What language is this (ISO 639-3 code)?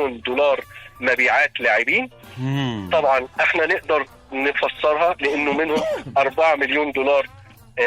arz